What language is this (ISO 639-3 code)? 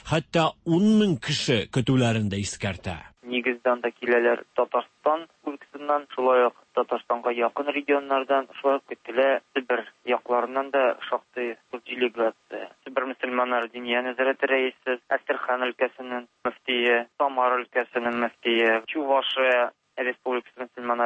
tat